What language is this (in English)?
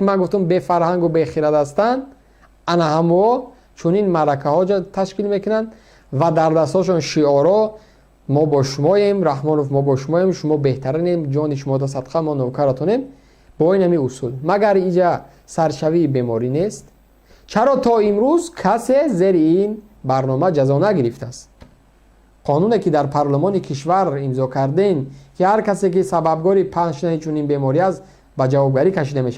Tajik